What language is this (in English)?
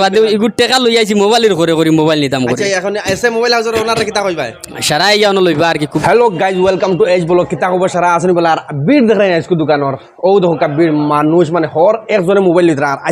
Sylheti